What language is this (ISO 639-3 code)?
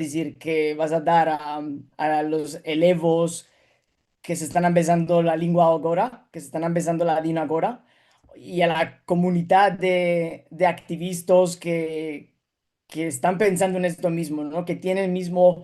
lad